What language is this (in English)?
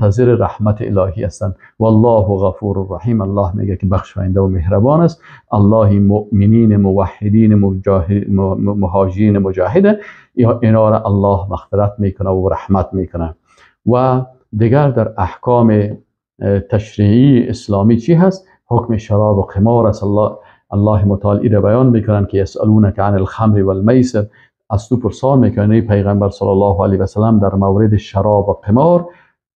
Persian